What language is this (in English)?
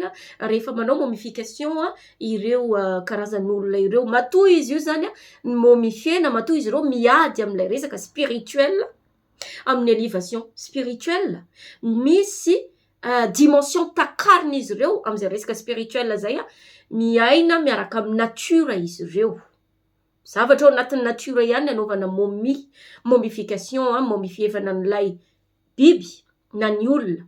Malagasy